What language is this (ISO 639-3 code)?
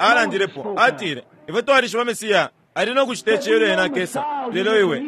bem